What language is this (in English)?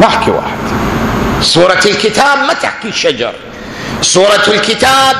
Mesopotamian Arabic